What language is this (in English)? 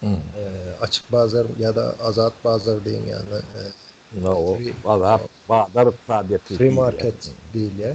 Turkmen